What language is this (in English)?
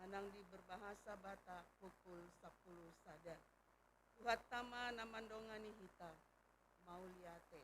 Batak Toba